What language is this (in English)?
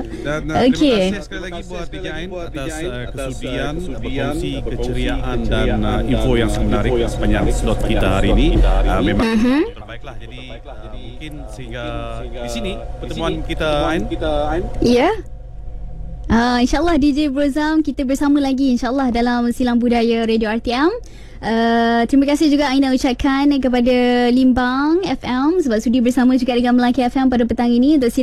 Malay